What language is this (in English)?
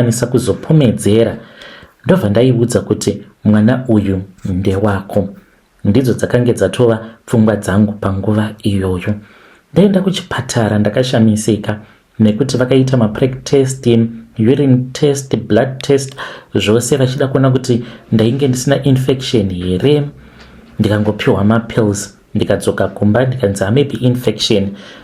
Shona